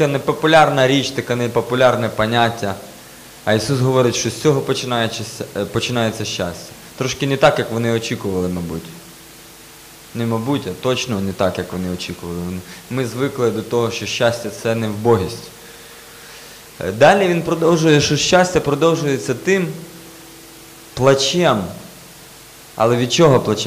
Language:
Ukrainian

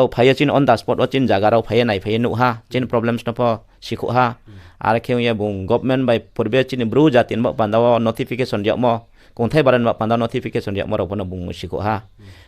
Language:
Riang (India)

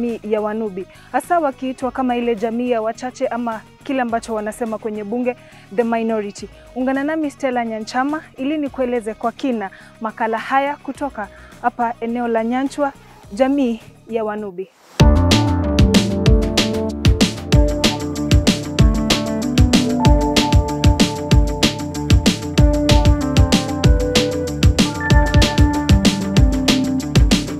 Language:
Swahili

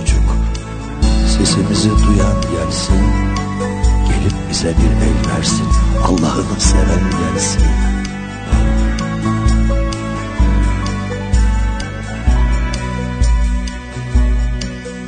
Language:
Turkish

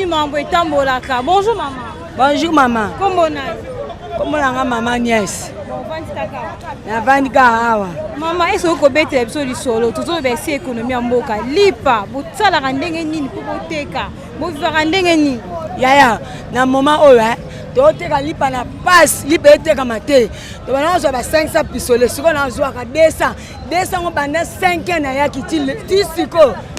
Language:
Lingala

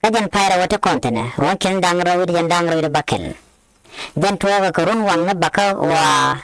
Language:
Nuer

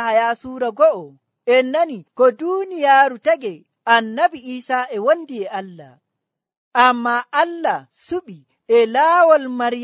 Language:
Nigerian Fulfulde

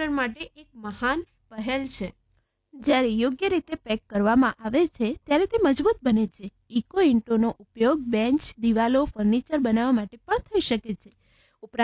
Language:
Gujarati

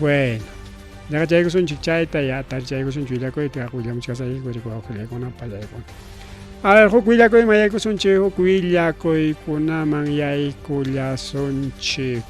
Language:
Ayacucho Quechua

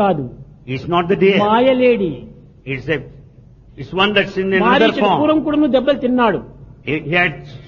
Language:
Telugu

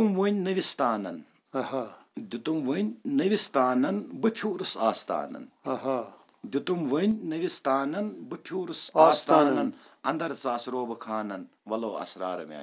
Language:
Kashmiri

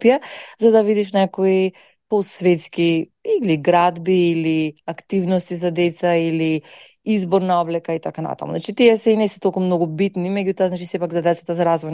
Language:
Macedonian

